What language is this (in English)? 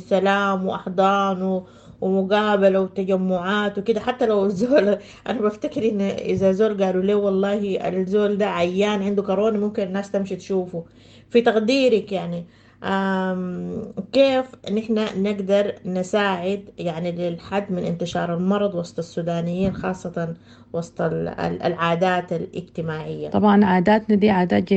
Sudanese Arabic